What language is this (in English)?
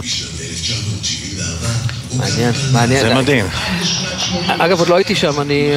Hebrew